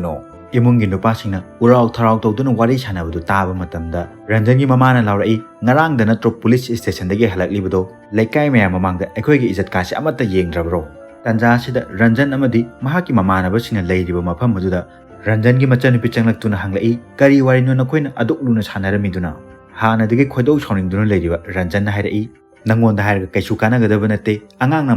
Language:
Manipuri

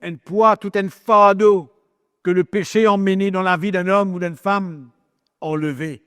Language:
Morisyen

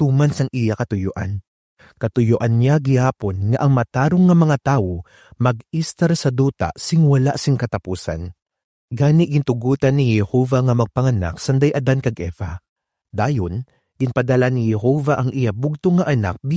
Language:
Hiligaynon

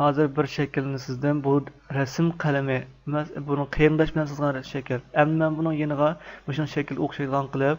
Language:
Uyghur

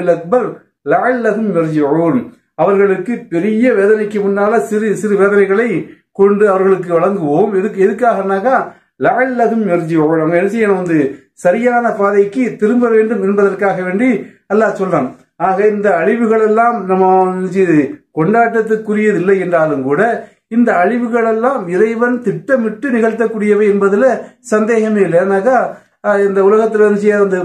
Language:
Tamil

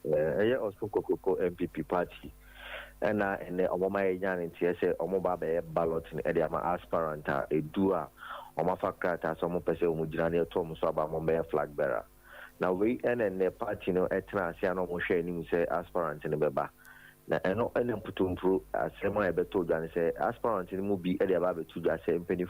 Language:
Akan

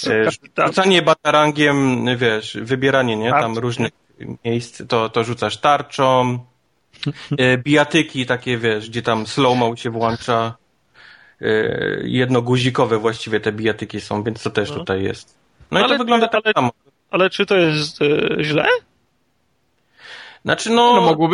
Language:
Polish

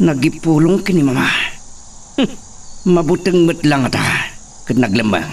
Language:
Iloko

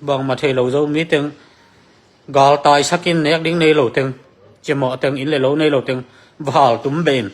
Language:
Tedim Chin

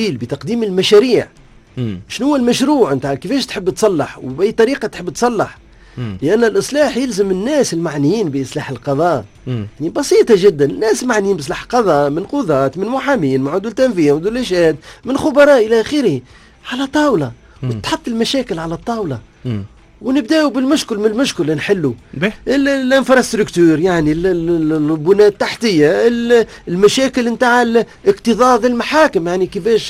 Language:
Tunisian Arabic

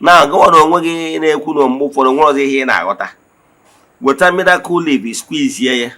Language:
Igbo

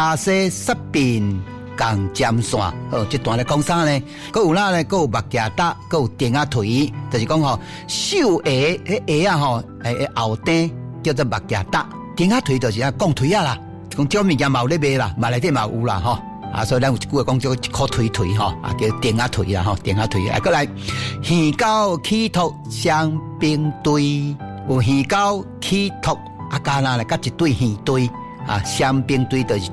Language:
Min Nan Chinese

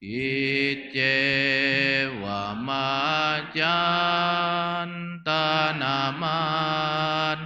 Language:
Pali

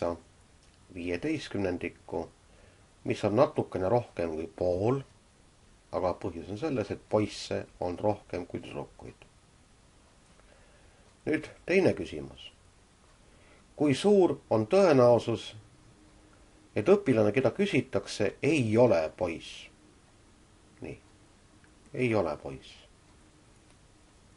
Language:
Estonian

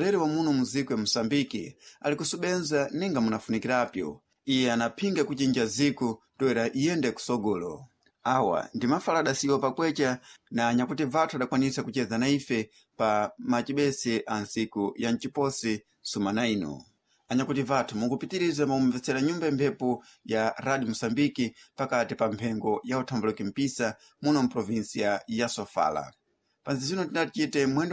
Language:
Sena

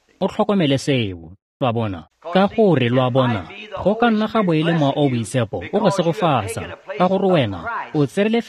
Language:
Tswana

